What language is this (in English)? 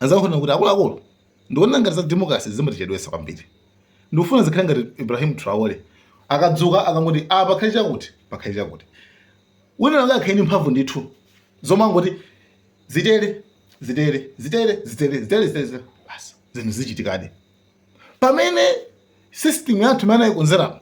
Nyanja